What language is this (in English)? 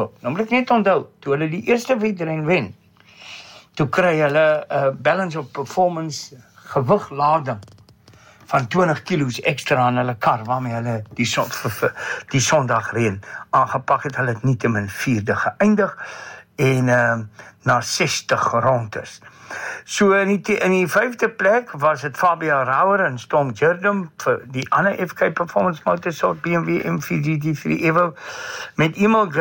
Afrikaans